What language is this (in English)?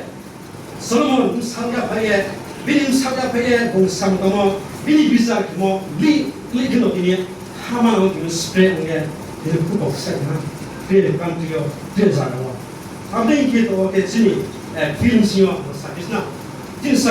Riang (India)